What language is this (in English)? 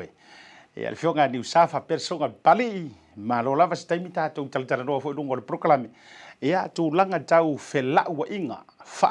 Samoan